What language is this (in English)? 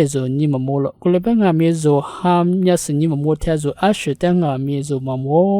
Lisu